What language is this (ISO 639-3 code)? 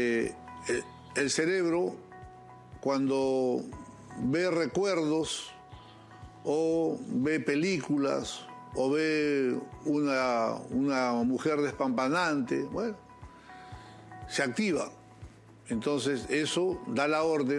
spa